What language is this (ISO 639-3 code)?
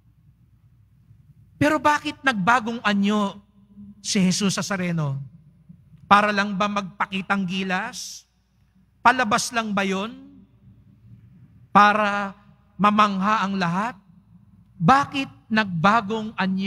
fil